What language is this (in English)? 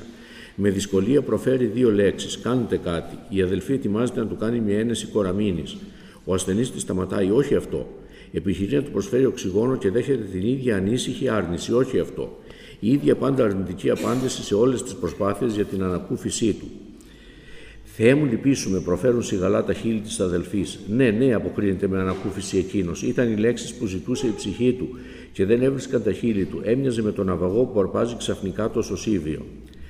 Greek